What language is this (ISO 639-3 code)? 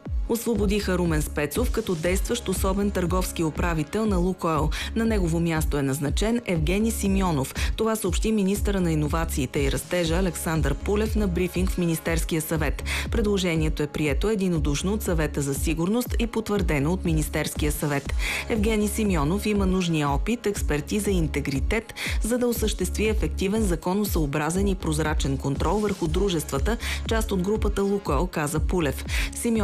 bul